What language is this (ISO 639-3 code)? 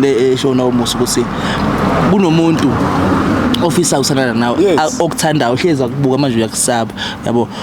zul